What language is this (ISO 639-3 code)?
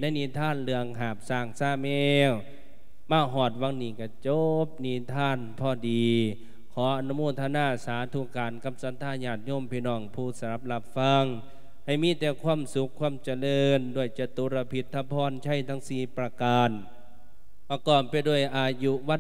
lao